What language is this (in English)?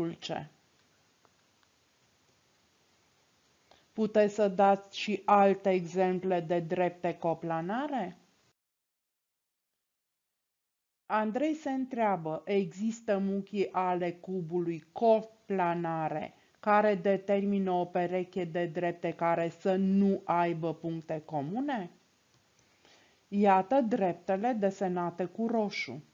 Romanian